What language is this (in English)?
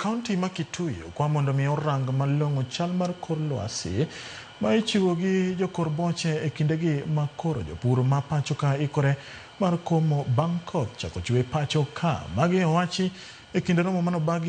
Luo (Kenya and Tanzania)